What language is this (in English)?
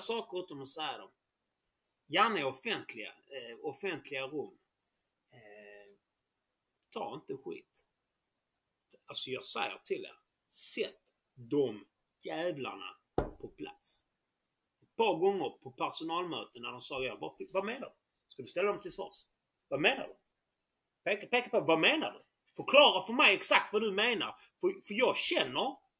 Swedish